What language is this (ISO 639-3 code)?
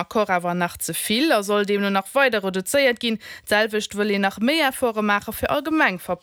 ltz